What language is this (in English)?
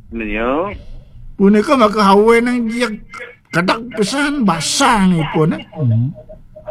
Balinese